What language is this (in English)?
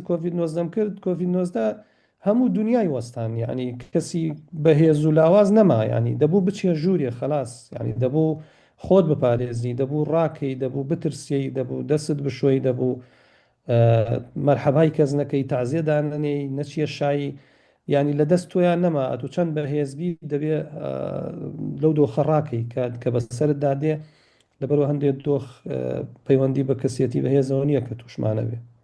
Central Kurdish